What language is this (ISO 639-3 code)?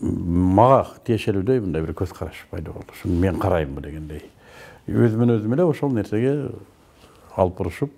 kir